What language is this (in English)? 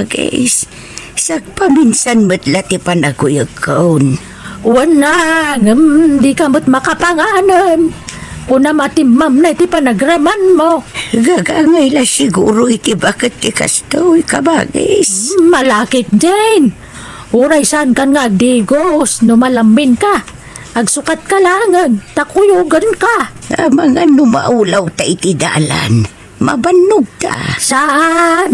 Iloko